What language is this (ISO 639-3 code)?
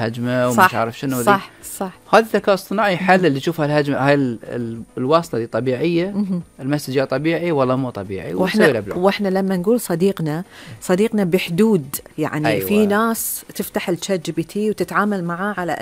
afb